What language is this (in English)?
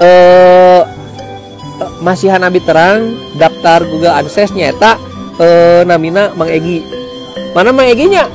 Sundanese